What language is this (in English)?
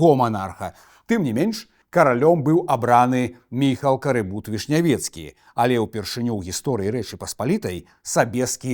Belarusian